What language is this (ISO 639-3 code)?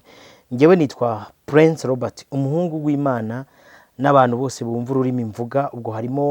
kin